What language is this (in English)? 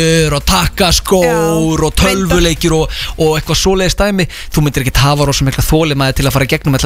Icelandic